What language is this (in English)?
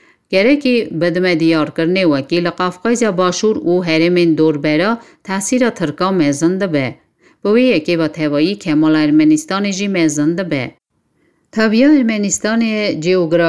Kurdish